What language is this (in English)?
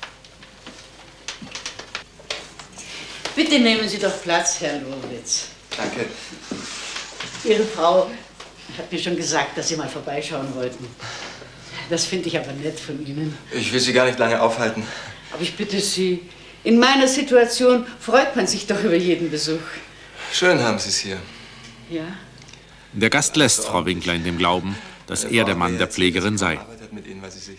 German